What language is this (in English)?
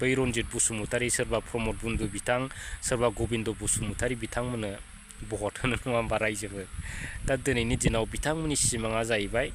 Bodo